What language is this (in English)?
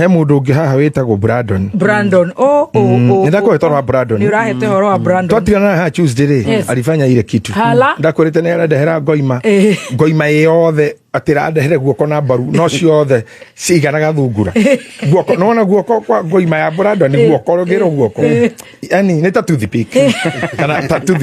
Kikuyu